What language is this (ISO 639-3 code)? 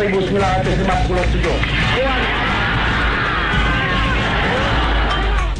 msa